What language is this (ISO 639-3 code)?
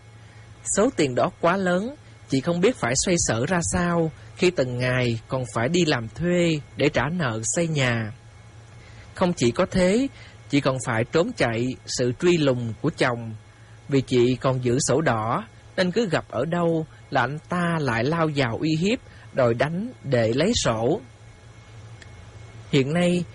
vie